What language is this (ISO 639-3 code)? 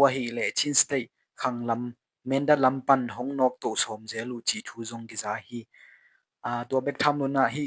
ctd